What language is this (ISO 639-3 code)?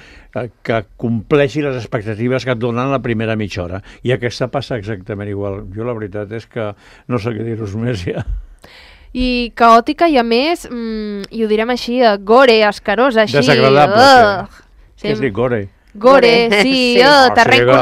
cat